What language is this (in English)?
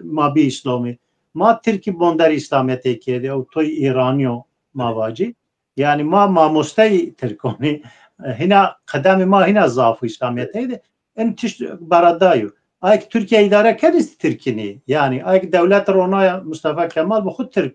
Zaza